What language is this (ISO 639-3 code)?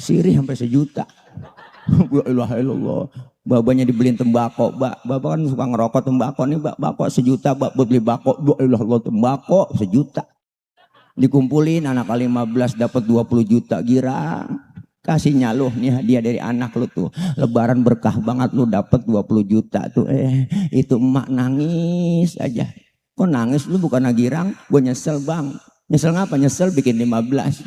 bew